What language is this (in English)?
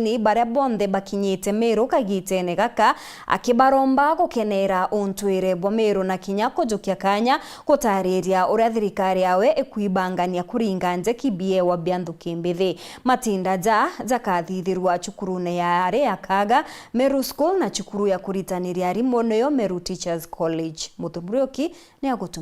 Meru